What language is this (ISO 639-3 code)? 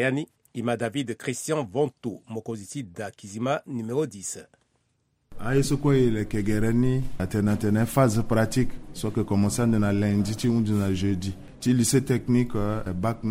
sag